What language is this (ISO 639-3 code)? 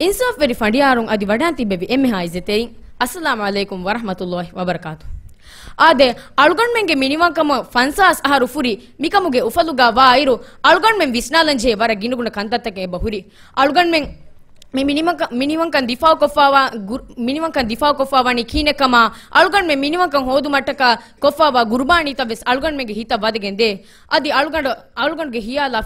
div